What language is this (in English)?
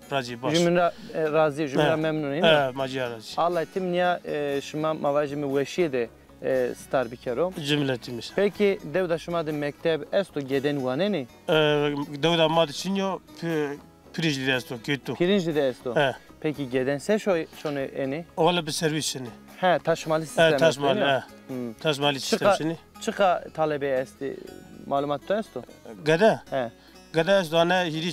Zaza